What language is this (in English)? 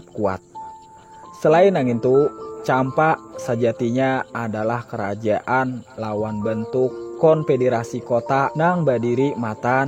Banjar